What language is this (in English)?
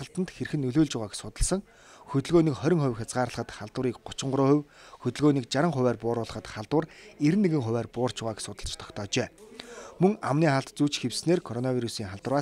Mongolian